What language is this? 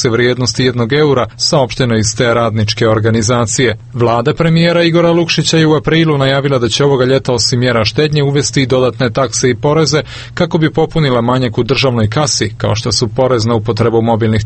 Serbian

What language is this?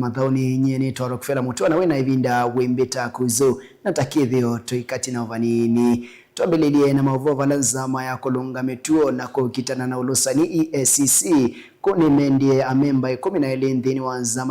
Kamba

